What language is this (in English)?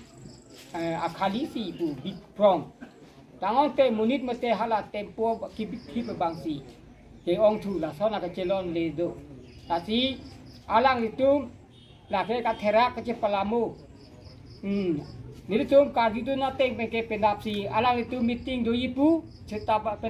Karbi